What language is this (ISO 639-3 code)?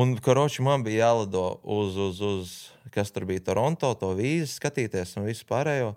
lav